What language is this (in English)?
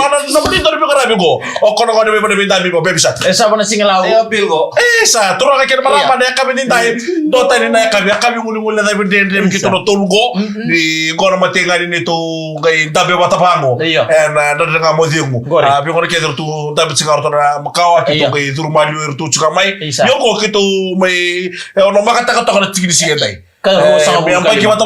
Fijian